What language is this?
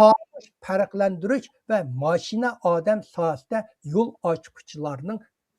Uyghur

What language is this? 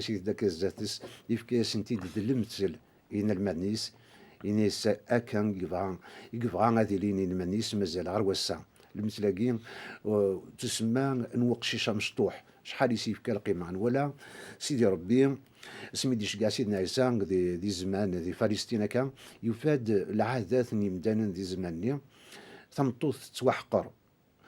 Kabyle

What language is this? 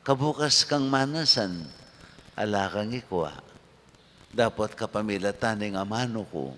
Pampanga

